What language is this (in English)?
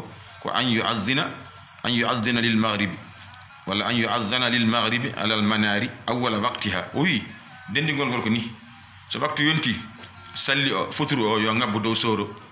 Fula